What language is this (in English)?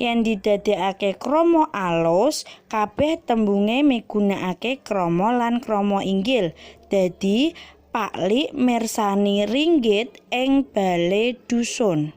Javanese